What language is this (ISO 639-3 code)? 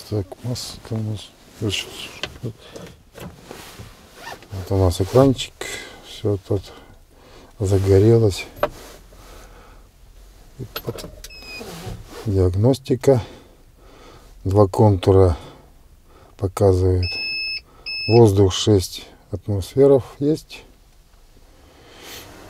rus